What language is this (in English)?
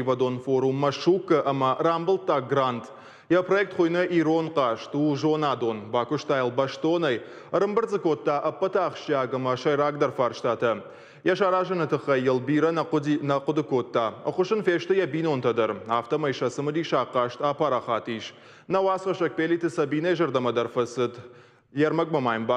Ossetic